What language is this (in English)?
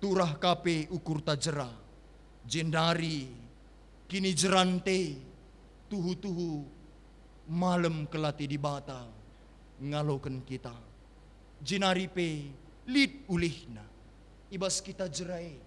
Batak Karo